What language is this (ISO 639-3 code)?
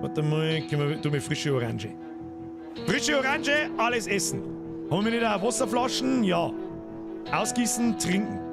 bar